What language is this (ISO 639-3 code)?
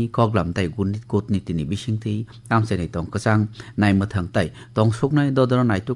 trp